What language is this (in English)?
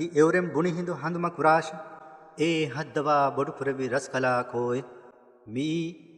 Divehi